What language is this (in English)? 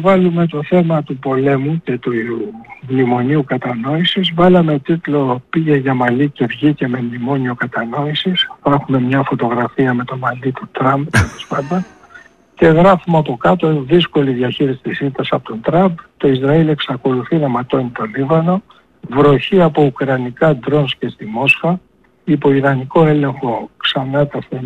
Greek